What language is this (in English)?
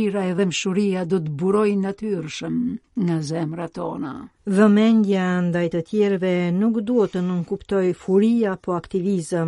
Albanian